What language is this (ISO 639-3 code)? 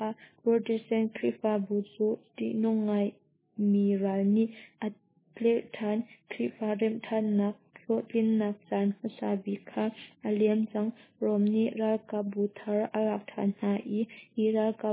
cnh